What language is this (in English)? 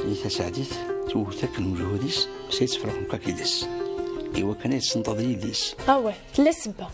Kabyle